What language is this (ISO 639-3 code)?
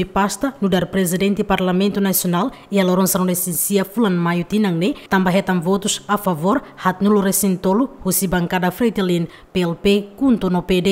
tet